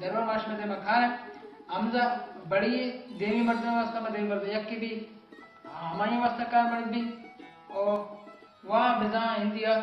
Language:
Baluchi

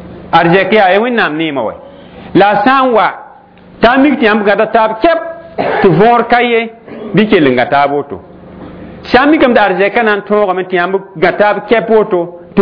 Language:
Mossi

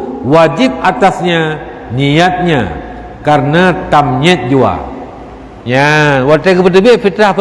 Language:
Achinese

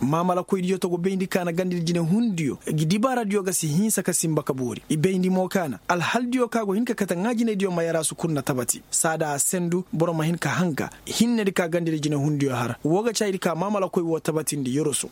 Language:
Koyraboro Senni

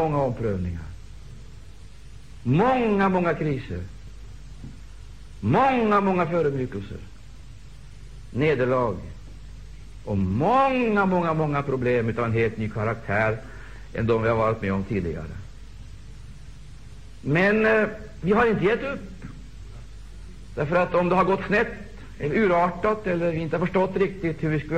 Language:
Swedish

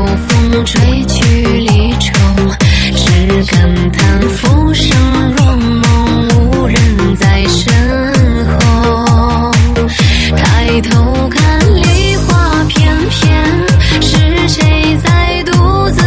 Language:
Chinese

